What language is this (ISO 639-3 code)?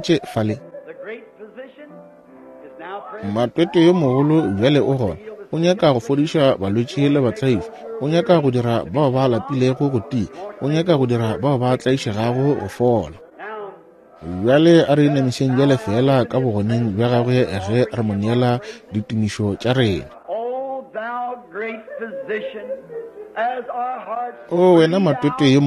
nso